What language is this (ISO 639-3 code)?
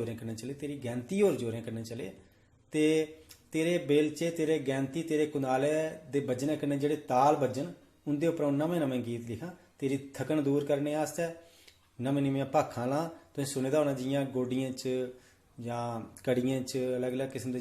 doi